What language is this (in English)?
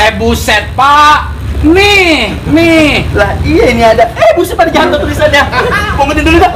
Betawi